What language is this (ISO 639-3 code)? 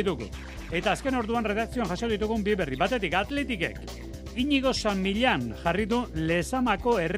eus